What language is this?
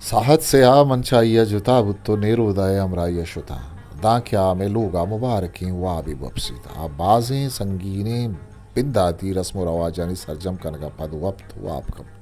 Eastern Balochi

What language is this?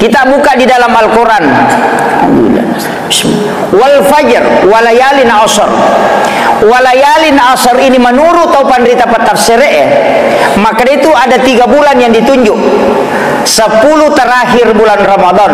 Buginese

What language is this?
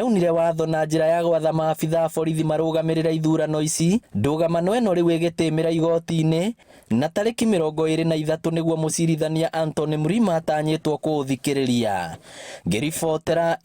Kikuyu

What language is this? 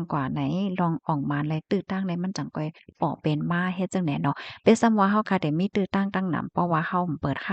Shan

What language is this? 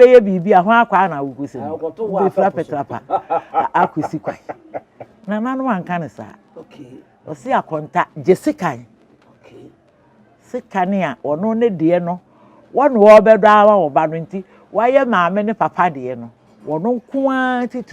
Akan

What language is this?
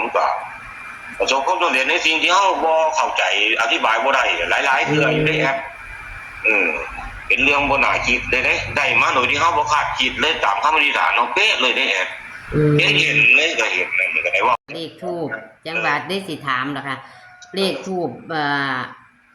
Northeastern Thai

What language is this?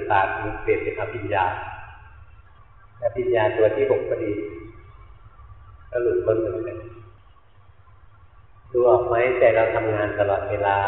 Thai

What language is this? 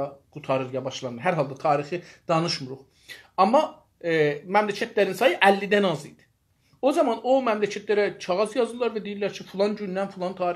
South Azerbaijani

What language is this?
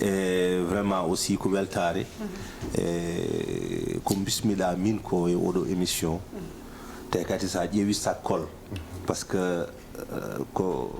Fula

